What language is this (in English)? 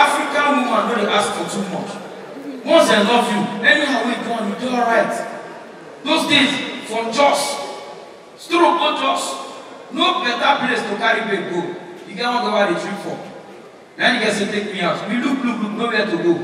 Nigerian Pidgin